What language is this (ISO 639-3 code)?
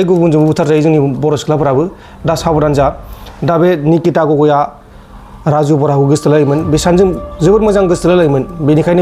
brx